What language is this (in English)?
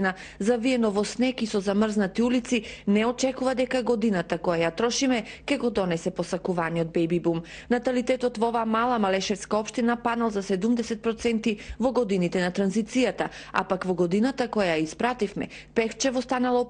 Macedonian